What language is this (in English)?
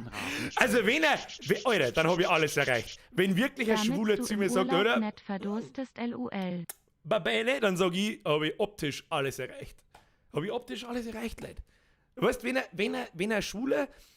Bavarian